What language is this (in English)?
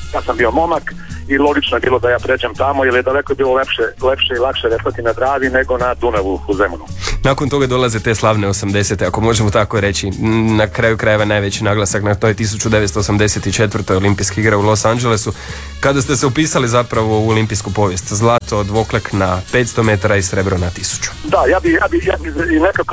Croatian